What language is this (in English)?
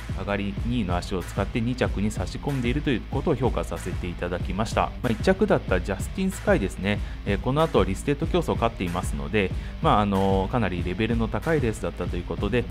Japanese